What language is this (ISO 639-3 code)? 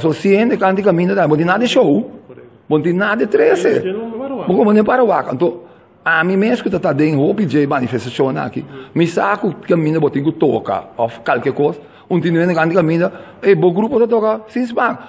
pap